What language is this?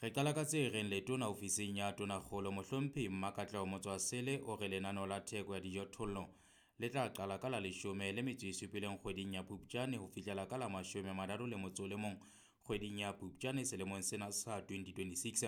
Southern Sotho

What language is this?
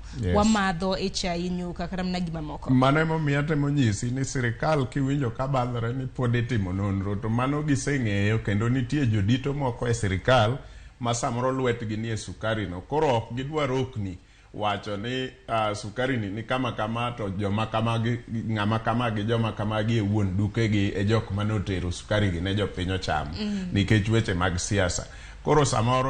Luo (Kenya and Tanzania)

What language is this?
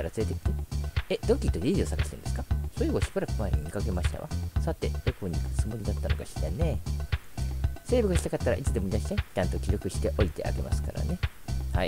Japanese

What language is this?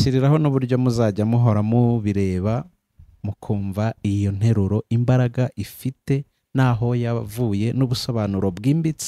Kinyarwanda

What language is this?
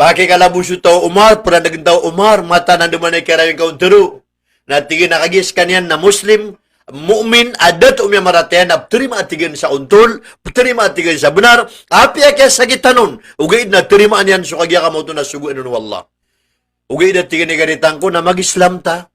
Maranao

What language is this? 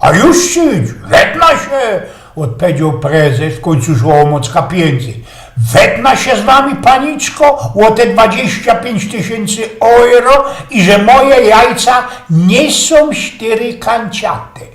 Silesian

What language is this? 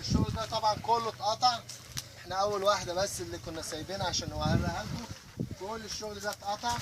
Egyptian Arabic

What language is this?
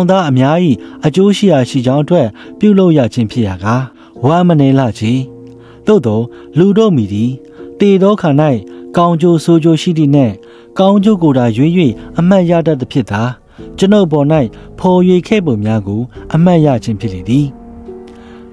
Burmese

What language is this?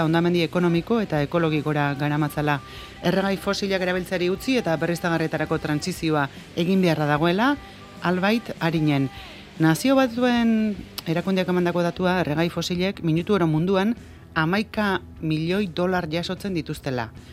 Basque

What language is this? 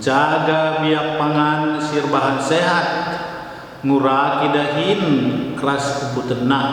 Batak Karo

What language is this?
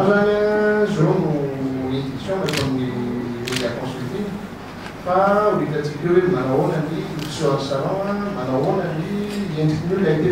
Malagasy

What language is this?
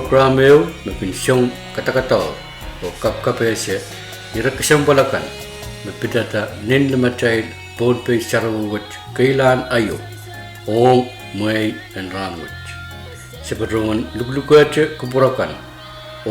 Pohnpeian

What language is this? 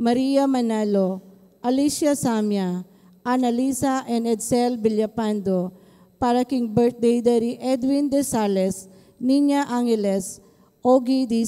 Pampanga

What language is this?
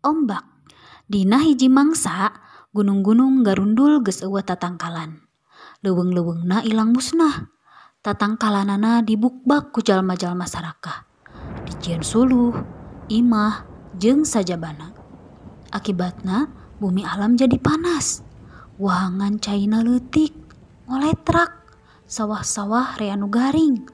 Sundanese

